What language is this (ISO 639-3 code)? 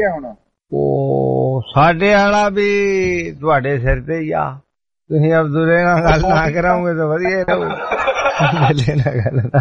pan